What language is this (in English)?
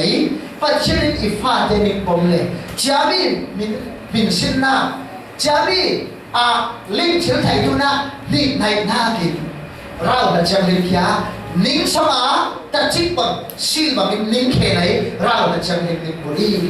Falam Chin